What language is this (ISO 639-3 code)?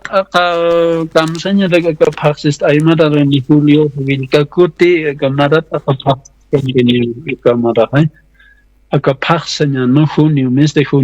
aym